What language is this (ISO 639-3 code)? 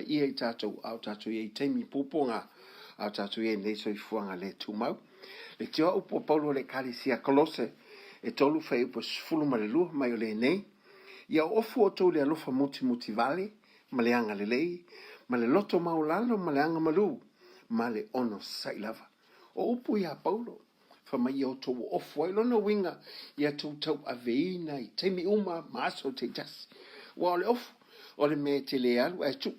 smo